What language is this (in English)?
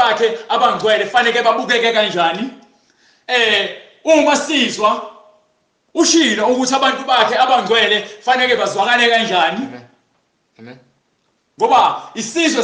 Zulu